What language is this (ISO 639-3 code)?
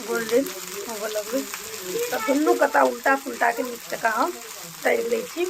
mai